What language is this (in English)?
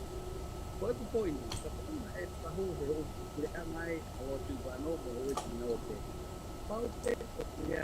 Tongan